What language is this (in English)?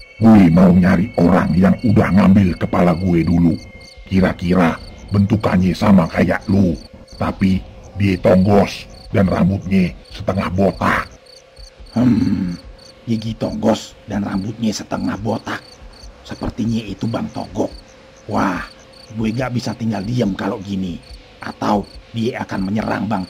Betawi